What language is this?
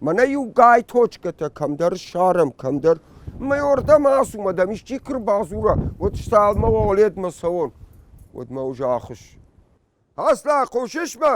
Ossetic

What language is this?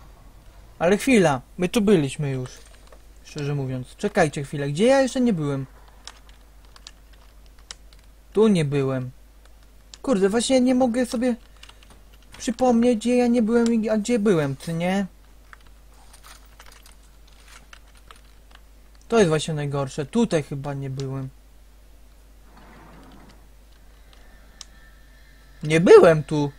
Polish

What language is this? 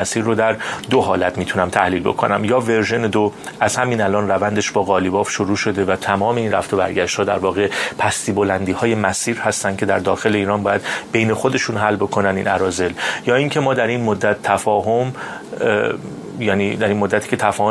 Persian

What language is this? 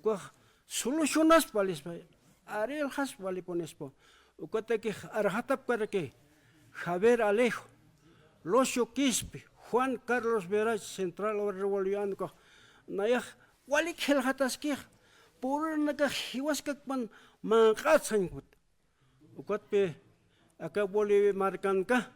Aymara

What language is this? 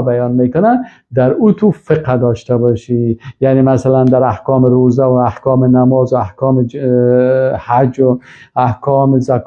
Persian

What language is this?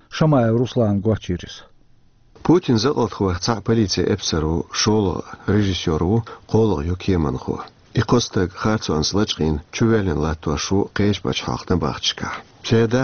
Chechen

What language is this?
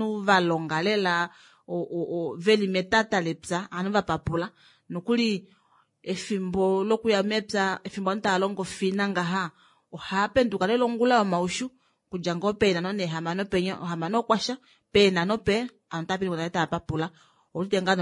Kuanyama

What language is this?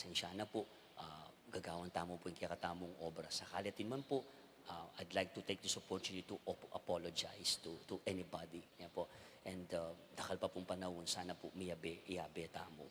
Pampanga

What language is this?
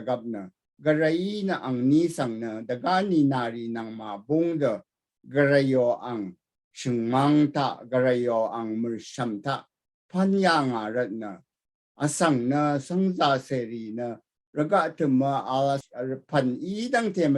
Rawang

